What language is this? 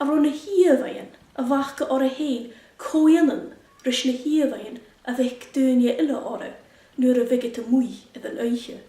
Scottish Gaelic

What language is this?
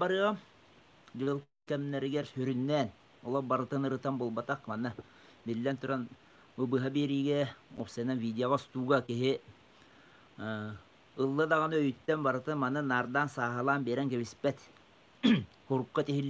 Yakut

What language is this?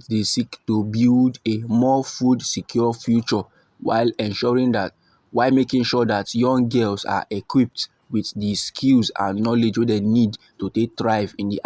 Nigerian Pidgin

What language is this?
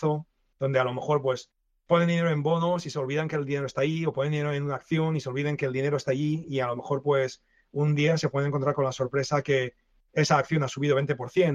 Spanish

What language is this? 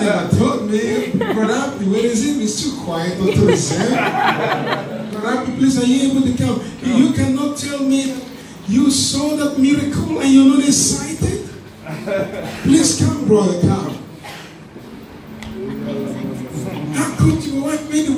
English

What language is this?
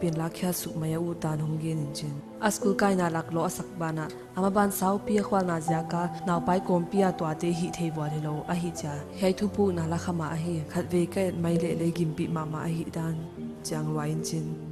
Paite Chin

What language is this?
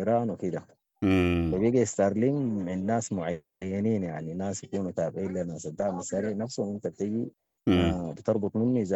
Sudanese Arabic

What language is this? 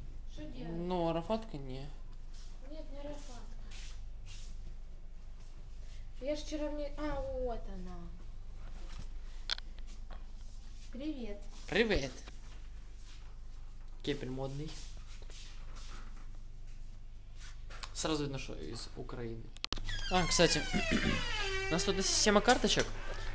Russian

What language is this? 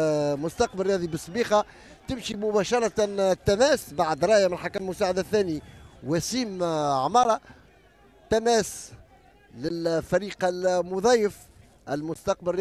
Tunisian Arabic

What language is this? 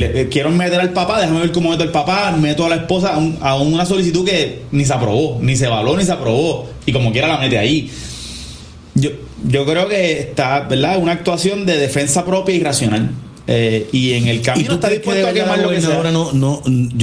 Spanish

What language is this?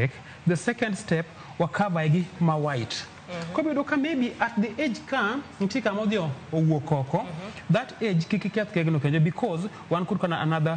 Luo (Kenya and Tanzania)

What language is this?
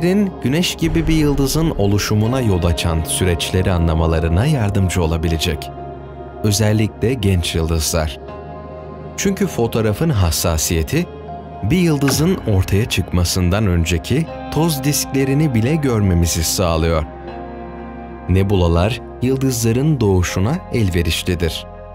Turkish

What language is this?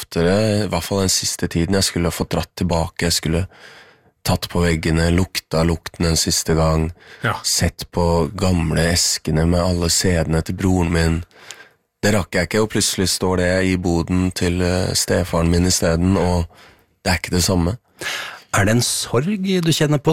Norwegian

